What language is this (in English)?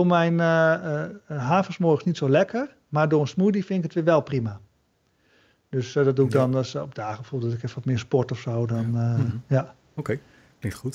Dutch